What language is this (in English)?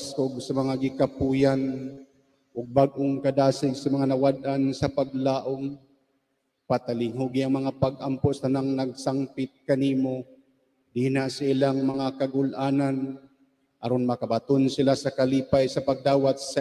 Cebuano